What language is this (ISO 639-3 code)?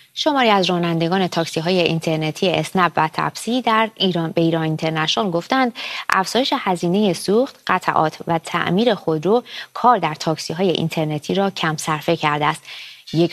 fas